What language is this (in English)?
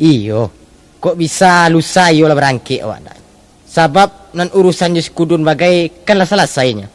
Minangkabau